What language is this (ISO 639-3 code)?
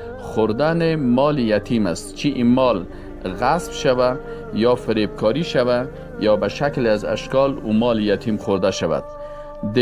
fas